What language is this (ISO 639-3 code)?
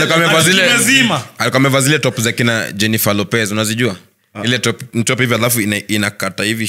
swa